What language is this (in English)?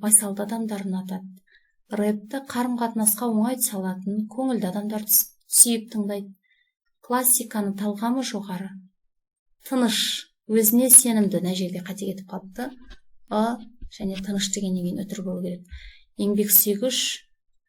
Kazakh